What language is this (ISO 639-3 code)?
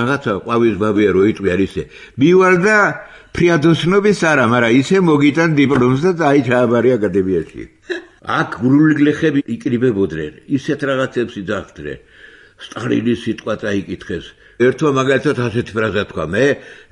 kat